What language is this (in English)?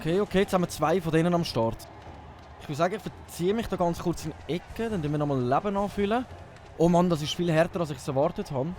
Swiss German